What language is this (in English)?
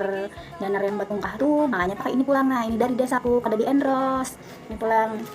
Banjar